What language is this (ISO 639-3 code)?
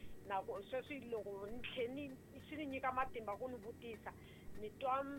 tso